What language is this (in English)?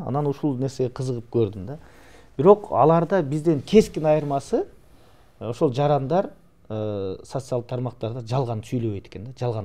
Kyrgyz